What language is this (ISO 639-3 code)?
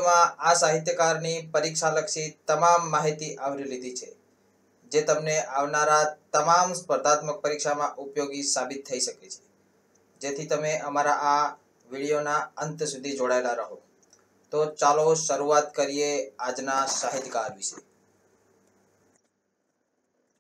guj